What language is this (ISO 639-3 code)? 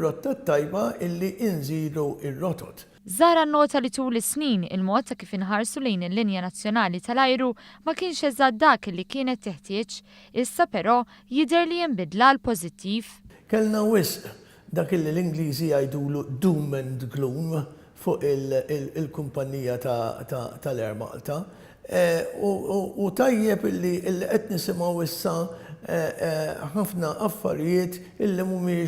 mlt